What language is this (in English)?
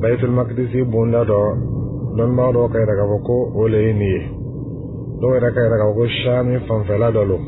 Dyula